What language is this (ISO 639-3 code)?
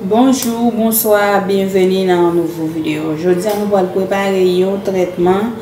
hat